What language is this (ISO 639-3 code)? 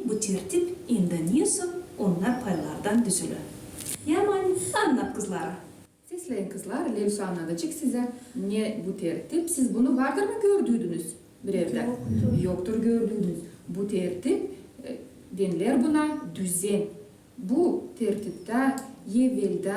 gag